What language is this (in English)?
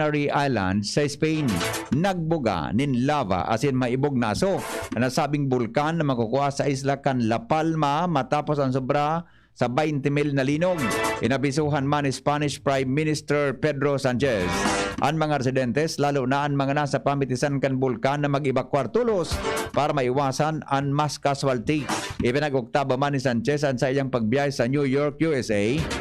Bikol